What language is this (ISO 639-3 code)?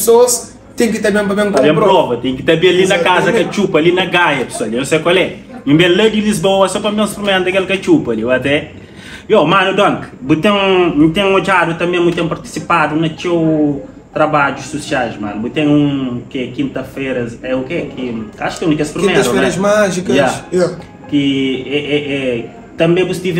kea